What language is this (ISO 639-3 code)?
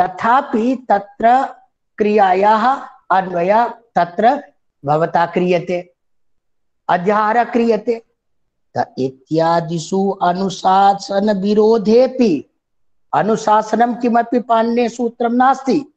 san